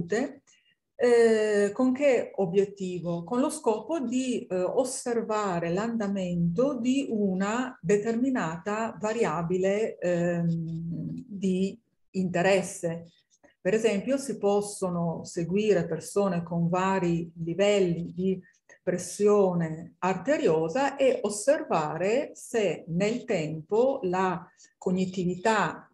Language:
Italian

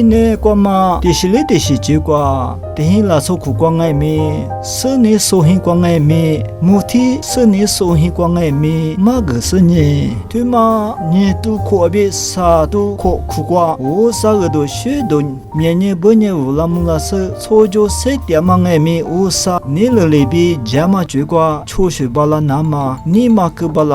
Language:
Lisu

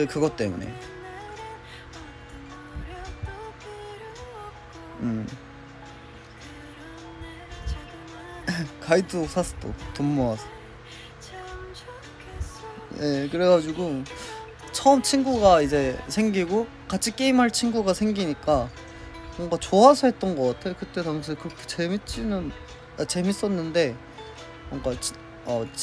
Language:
Korean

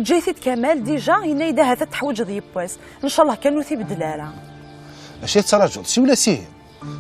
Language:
Kabyle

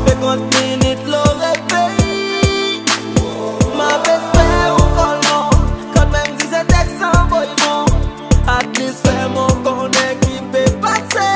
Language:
Seselwa Creole French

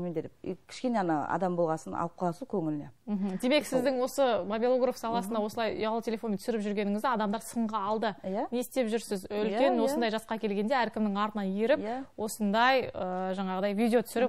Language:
Kazakh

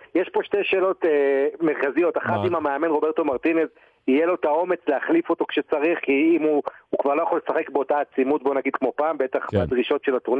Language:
Hebrew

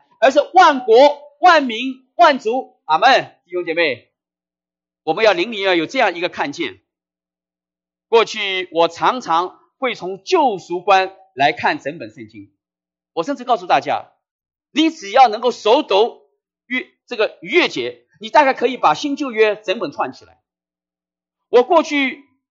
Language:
Chinese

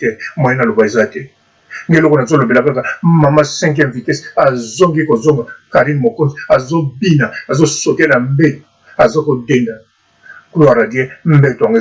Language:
Lingala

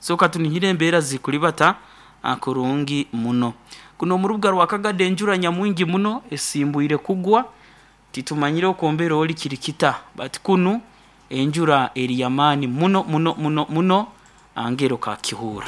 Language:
Nyankole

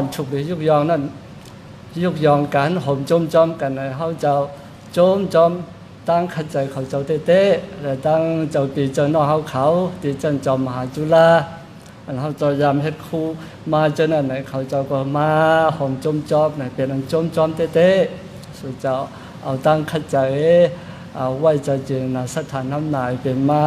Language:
Shan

